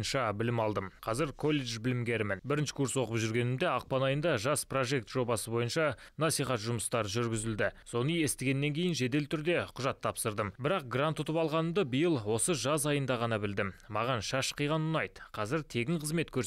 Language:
Kazakh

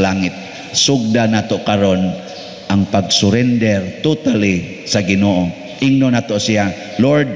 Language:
Cebuano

